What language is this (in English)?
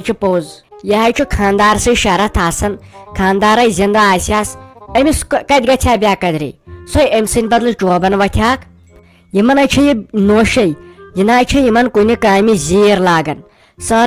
Kashmiri